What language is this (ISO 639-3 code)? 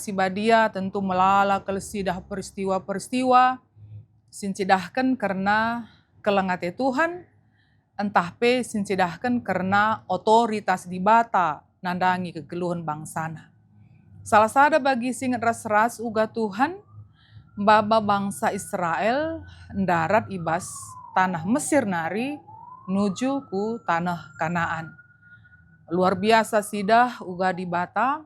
btx